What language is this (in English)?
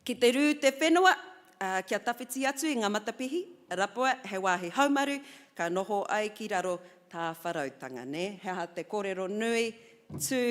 Māori